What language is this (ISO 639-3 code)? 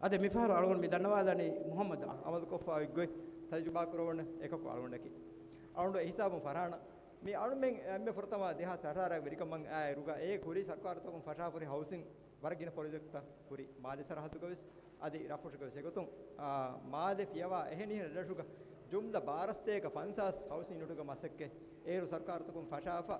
div